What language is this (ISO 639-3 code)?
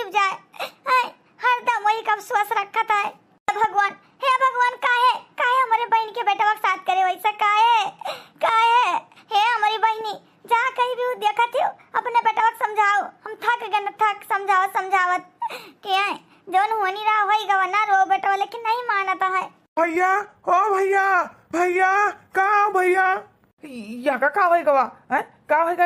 awa